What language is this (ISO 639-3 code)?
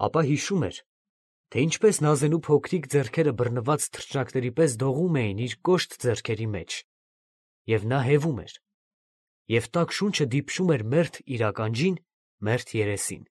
hye